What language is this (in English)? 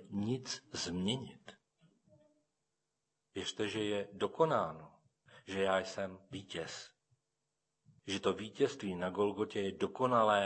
Czech